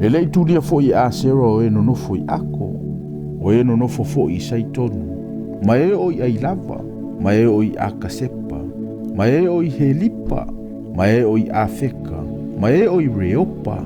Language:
Samoan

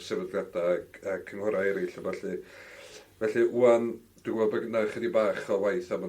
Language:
Welsh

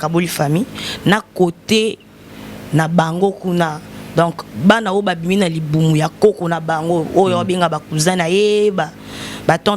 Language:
Lingala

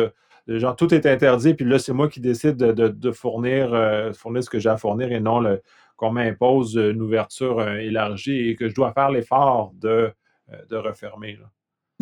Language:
French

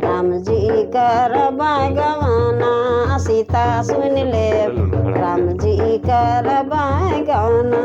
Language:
Sadri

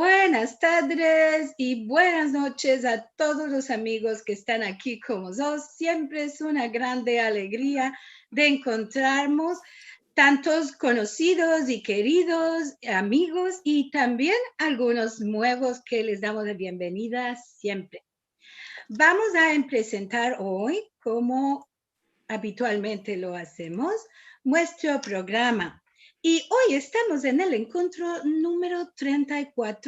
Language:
Ladino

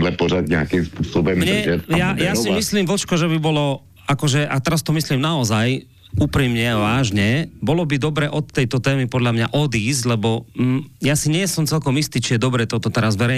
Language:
Slovak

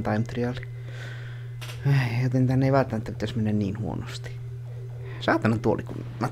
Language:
Finnish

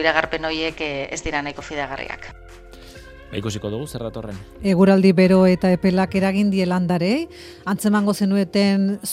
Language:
Basque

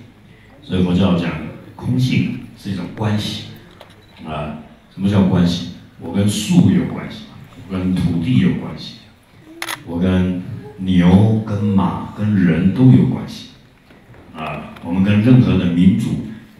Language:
Chinese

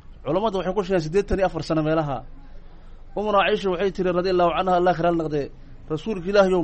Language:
Somali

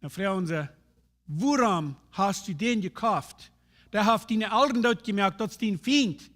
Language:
Plautdietsch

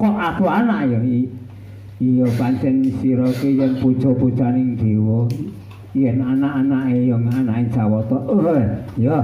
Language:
Javanese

